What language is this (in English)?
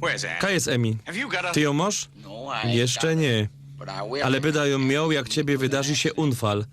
Silesian